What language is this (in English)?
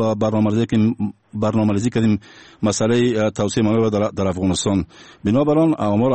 Tajik